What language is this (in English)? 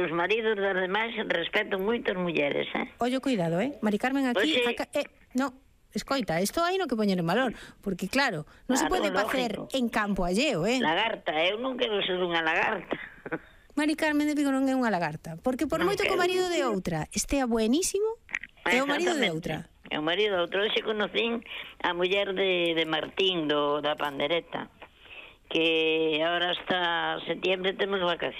Galician